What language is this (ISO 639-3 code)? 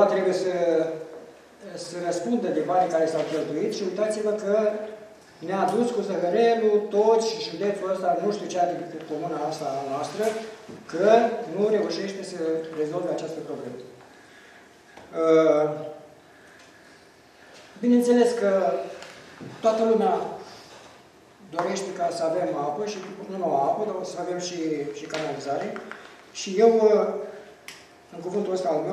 ron